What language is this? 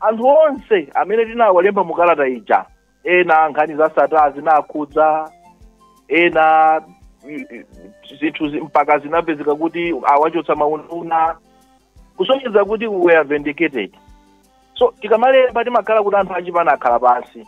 Nyanja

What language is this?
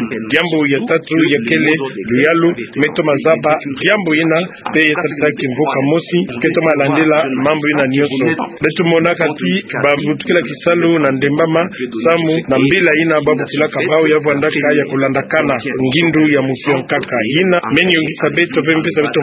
Kituba (Democratic Republic of Congo)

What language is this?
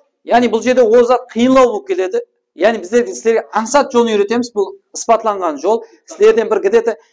Kara-Kalpak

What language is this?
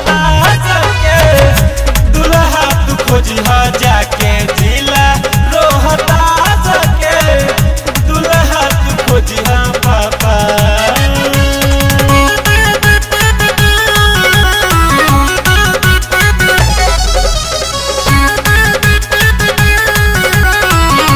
Bhojpuri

